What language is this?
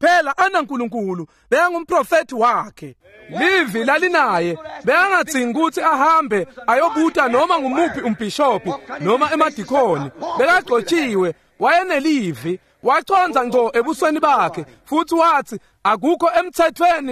Swati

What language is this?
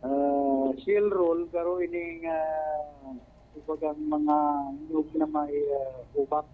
Bikol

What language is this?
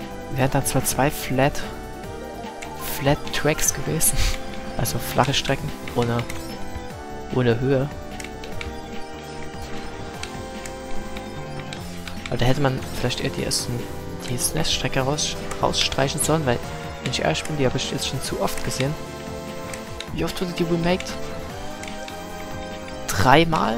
German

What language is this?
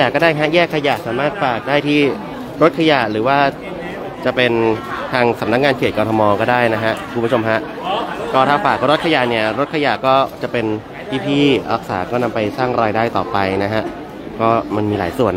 Thai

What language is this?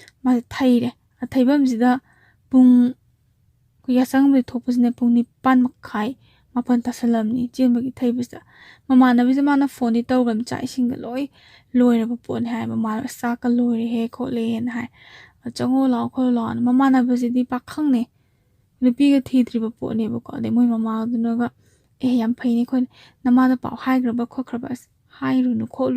Manipuri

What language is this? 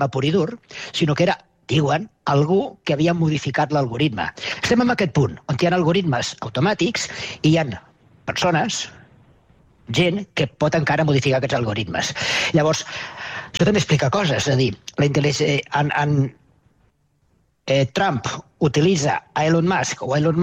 Catalan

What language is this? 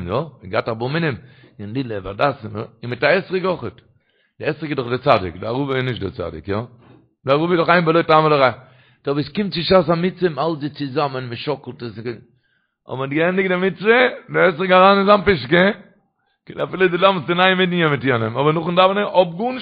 Yiddish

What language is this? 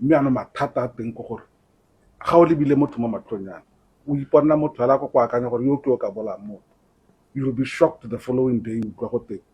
Tswana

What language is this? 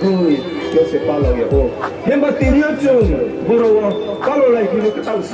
Riang (India)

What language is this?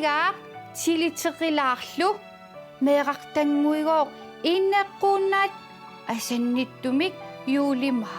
Kalaallisut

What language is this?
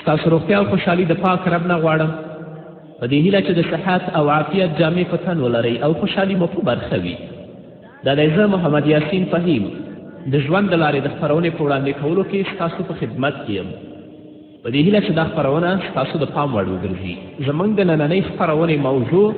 Pashto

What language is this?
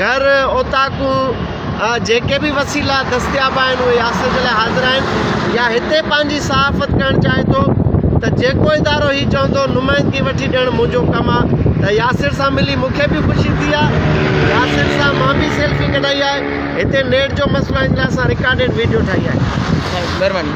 Sindhi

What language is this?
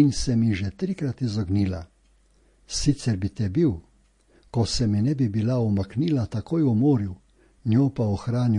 Slovenian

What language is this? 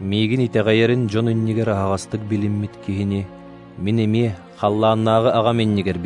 Yakut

